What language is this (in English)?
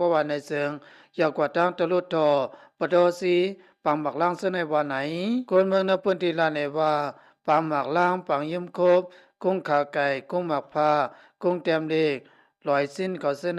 Shan